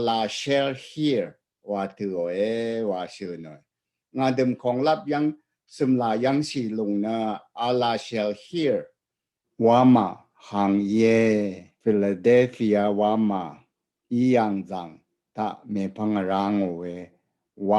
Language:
Rawang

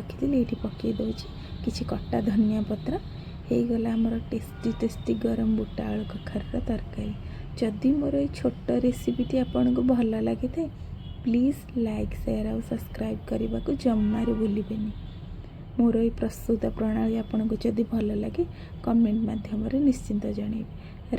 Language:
Odia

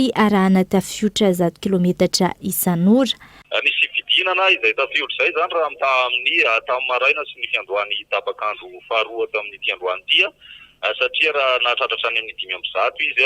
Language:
Malagasy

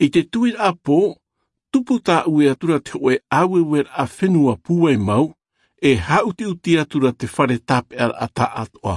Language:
Tahitian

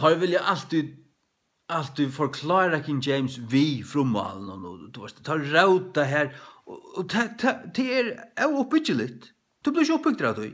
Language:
Faroese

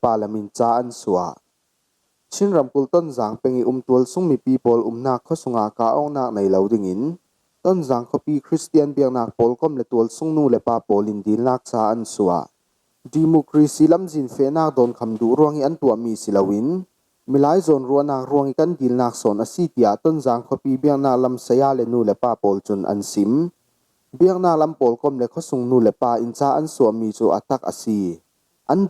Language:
Falam Chin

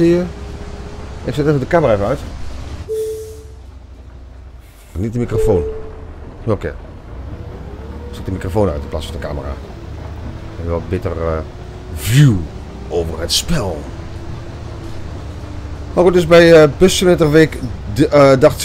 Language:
Dutch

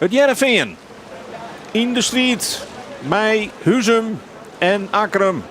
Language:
Western Frisian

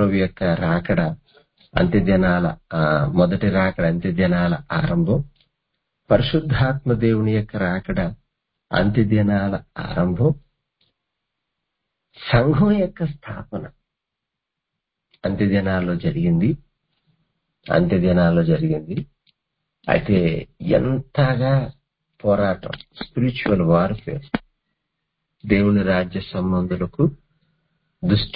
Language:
Telugu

